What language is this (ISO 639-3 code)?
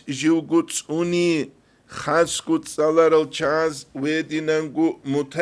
ava